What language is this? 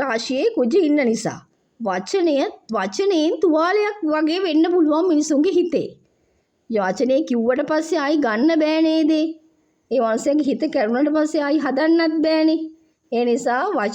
Sinhala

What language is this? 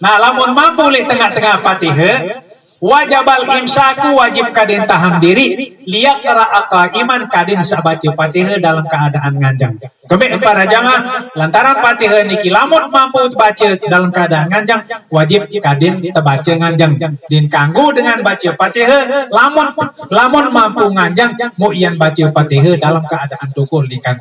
Sasak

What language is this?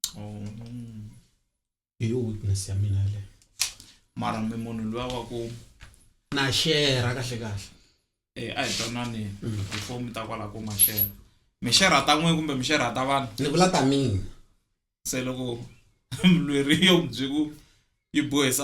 Tsonga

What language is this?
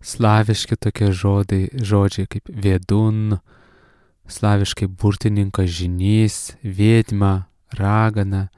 Lithuanian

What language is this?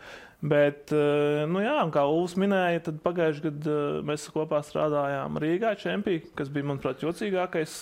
Latvian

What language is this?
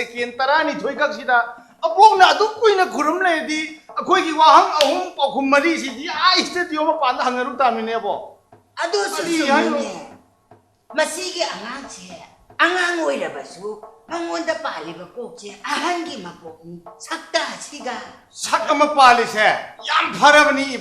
Manipuri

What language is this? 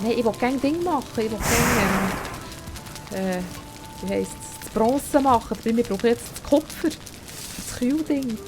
Swiss German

